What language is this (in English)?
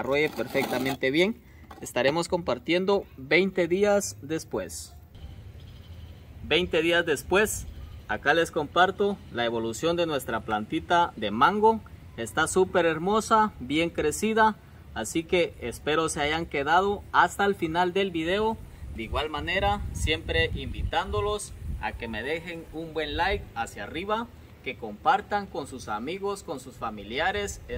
Spanish